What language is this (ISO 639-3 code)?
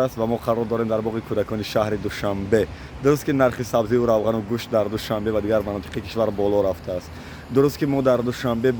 tgk